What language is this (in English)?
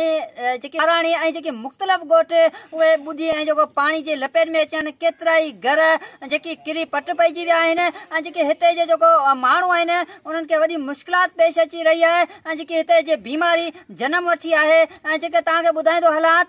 Sindhi